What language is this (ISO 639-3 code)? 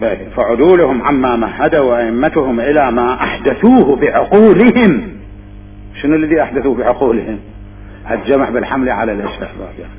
acm